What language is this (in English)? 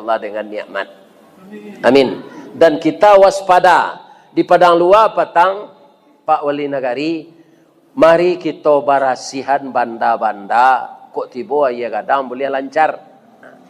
Minangkabau